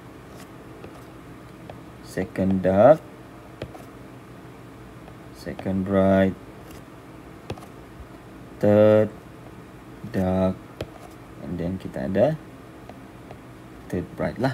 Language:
Malay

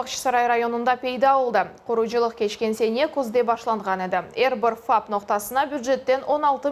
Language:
Crimean Tatar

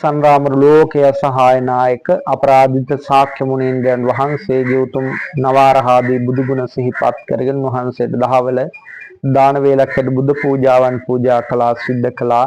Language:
Sinhala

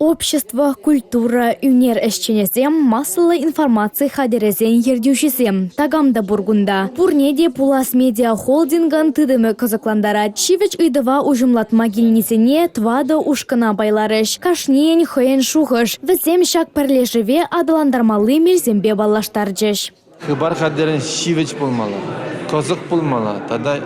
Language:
Chuvash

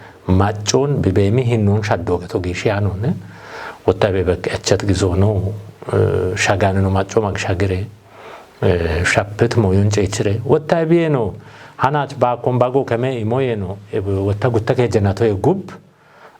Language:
Kafa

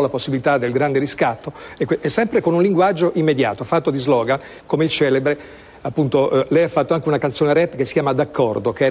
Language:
Italian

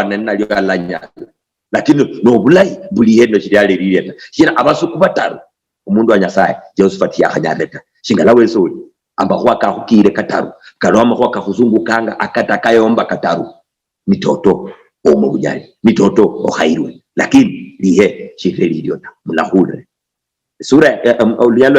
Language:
Luyia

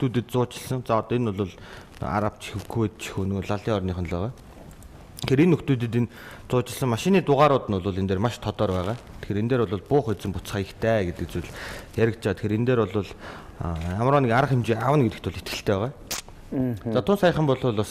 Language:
Mongolian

